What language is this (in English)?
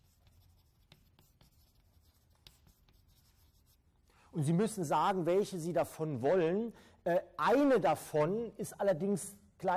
German